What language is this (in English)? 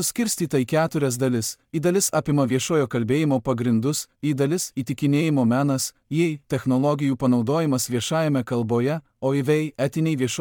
Lithuanian